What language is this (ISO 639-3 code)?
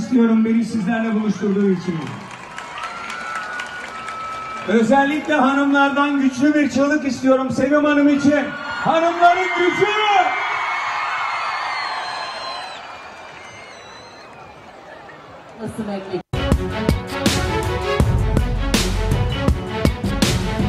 tur